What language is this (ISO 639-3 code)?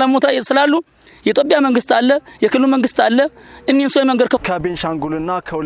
amh